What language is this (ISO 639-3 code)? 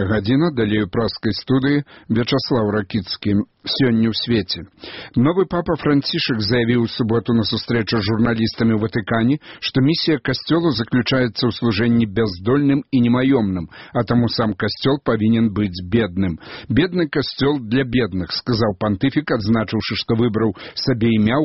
bel